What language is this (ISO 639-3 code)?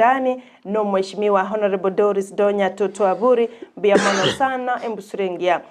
guz